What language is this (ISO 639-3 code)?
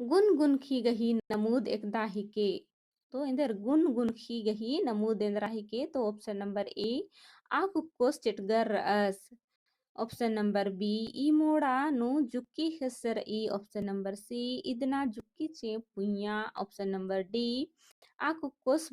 kru